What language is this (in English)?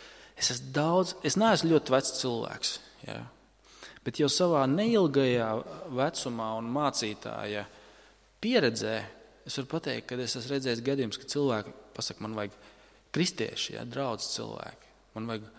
Latvian